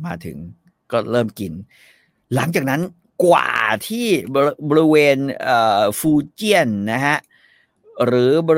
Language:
Thai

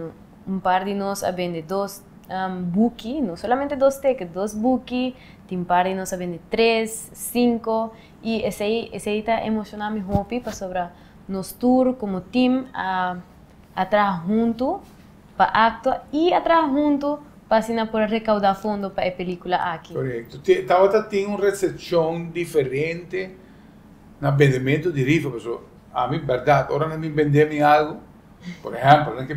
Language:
Papiamento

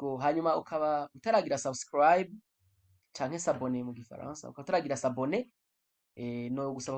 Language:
Rundi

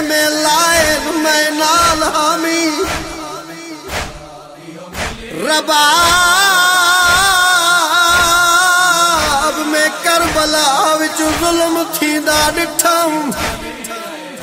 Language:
Saraiki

